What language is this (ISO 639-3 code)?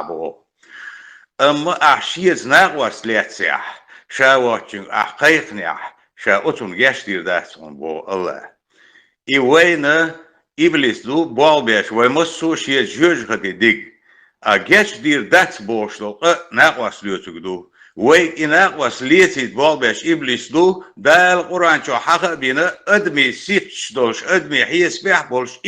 che